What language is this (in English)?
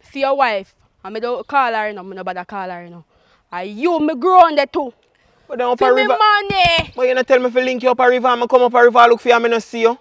Jamaican Creole English